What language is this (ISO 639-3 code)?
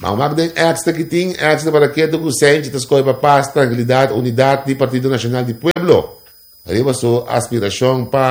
pap